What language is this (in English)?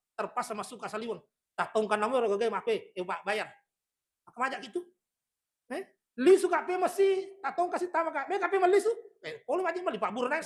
Buginese